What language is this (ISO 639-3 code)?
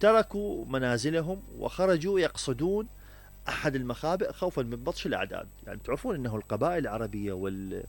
acm